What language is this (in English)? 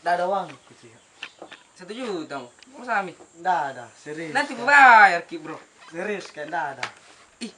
Makassar Malay